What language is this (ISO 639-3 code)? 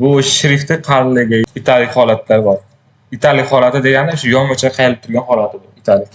uzb